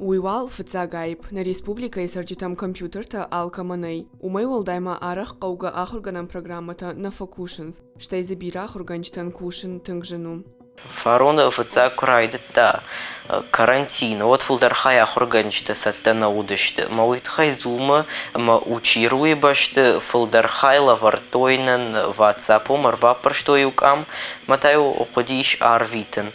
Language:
Ossetic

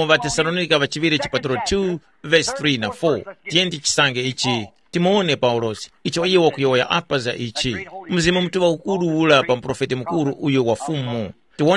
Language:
Tumbuka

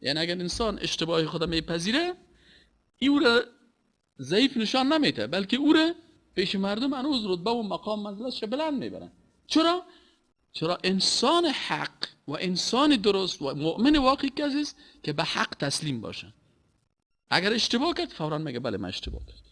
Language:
Persian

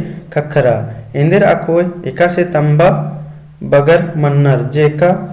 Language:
Kurukh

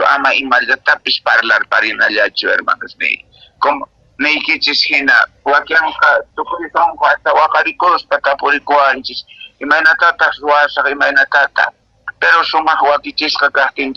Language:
Quechua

